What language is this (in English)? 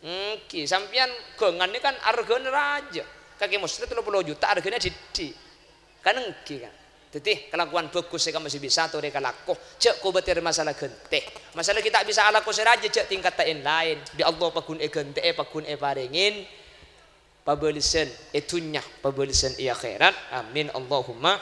Madurese